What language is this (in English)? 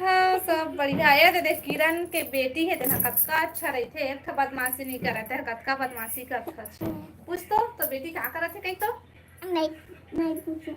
Chhattisgarhi